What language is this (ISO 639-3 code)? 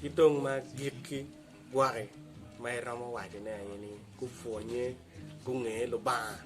ach